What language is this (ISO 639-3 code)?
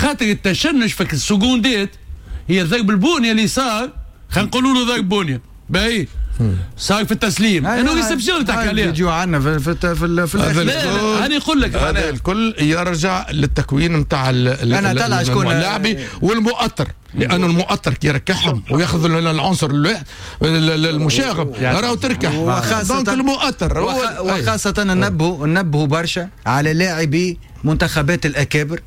aeb